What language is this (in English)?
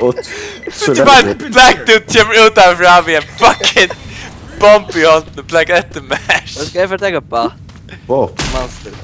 Faroese